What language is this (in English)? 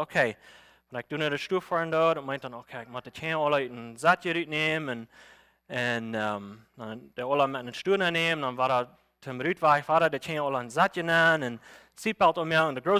Plautdietsch